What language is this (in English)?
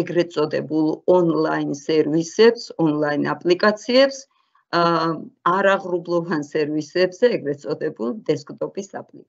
Georgian